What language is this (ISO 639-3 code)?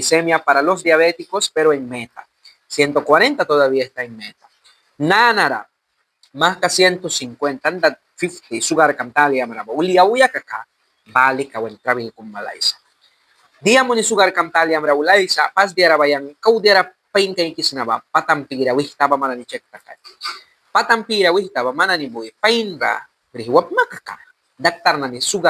miq